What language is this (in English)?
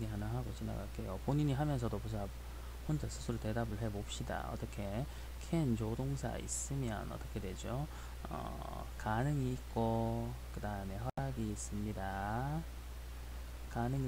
Korean